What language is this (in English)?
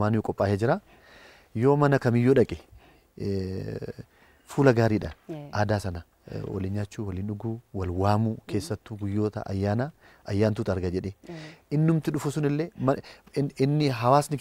Oromo